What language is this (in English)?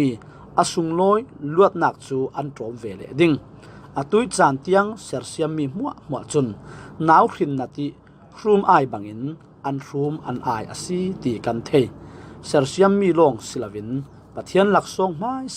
Falam Chin